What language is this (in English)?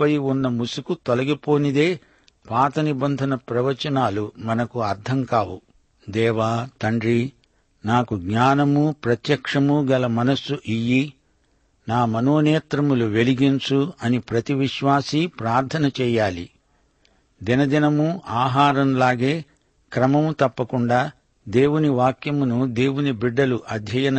Telugu